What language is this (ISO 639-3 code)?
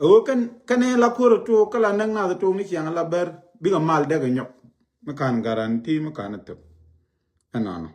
nus